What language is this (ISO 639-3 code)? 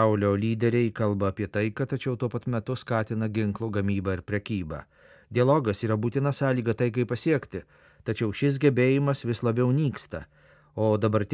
lit